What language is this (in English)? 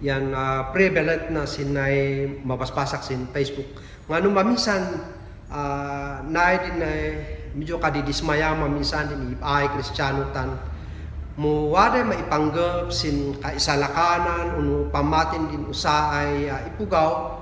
Kankanaey